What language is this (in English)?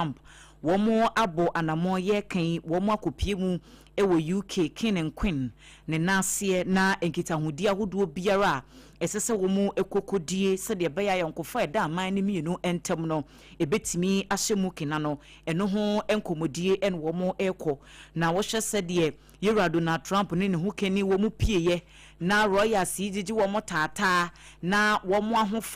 Akan